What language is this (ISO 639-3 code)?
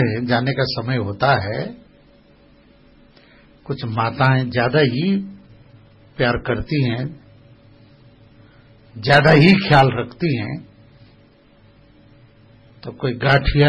mal